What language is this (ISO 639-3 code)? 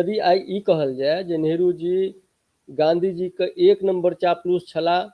mai